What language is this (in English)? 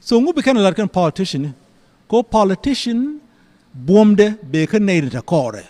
Nuer